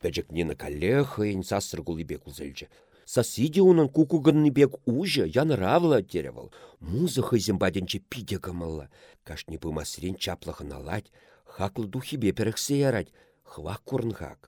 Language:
Chuvash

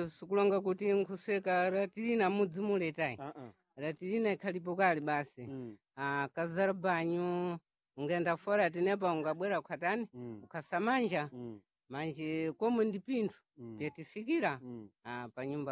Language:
Sena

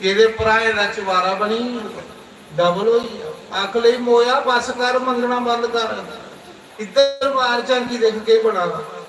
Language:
Dogri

